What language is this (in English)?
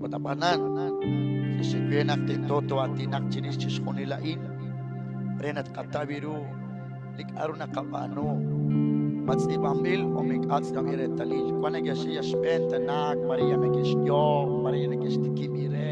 Kekchí